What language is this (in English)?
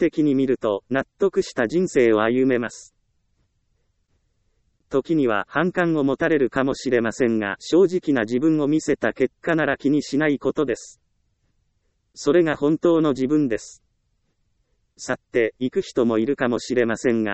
Japanese